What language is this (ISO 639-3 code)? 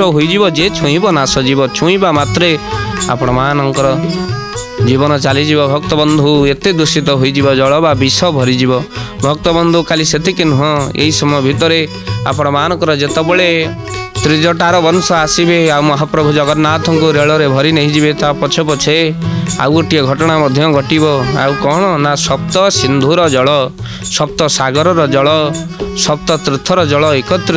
ori